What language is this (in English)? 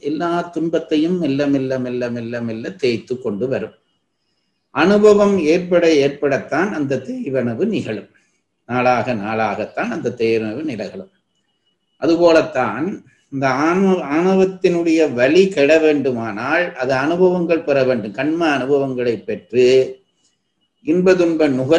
Tamil